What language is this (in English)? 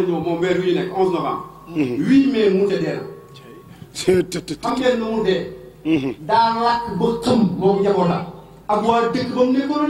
Wolof